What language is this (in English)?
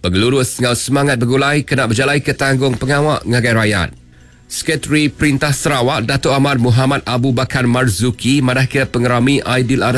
Iban